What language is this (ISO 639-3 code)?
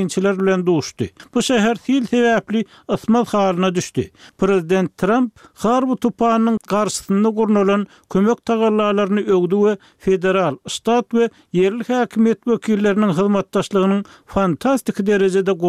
tuk